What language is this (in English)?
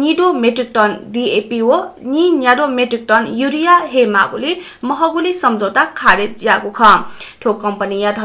Newari